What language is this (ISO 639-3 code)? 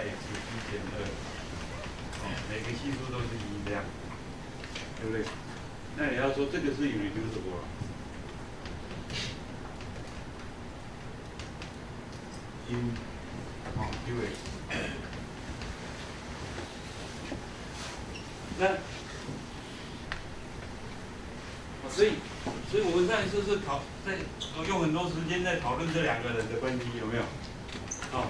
zho